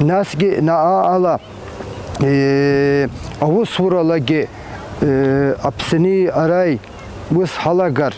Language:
Abkhazian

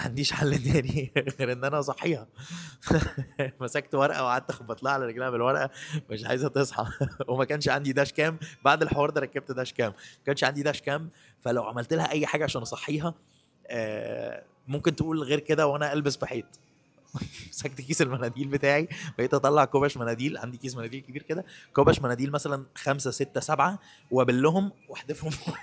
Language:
Egyptian Arabic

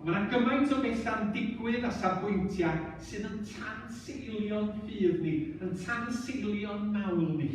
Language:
Welsh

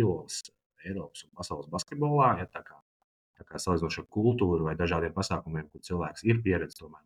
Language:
Latvian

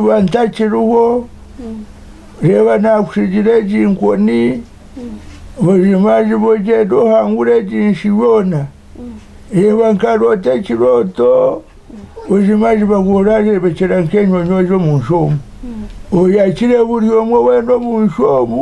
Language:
Nyankole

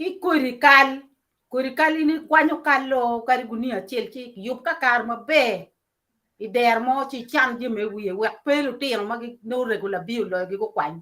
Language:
Acoli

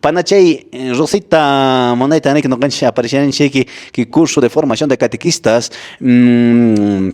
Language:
Quechua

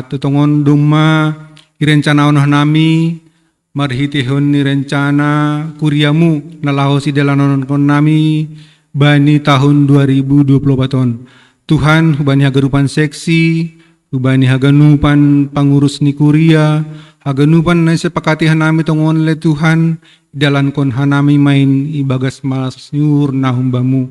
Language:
Batak Simalungun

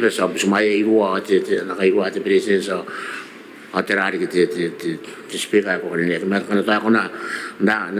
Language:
Gilbertese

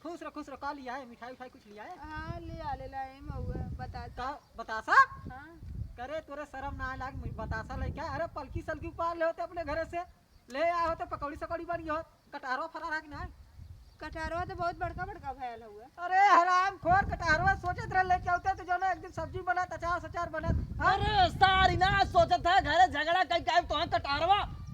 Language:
Awadhi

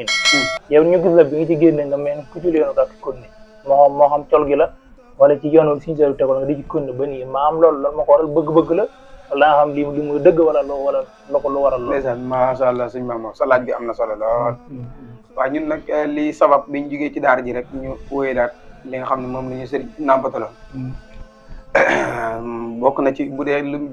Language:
Wolof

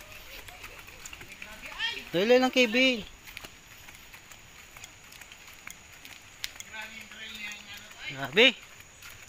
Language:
Filipino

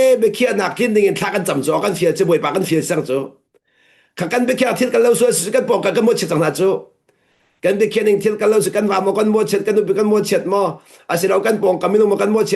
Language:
Hakha Chin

